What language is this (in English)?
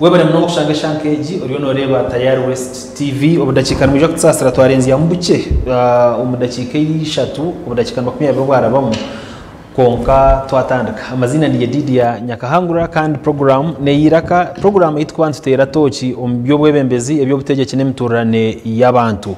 Nyankole